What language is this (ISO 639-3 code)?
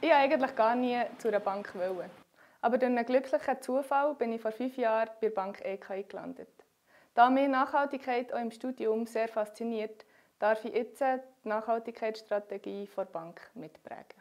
gsw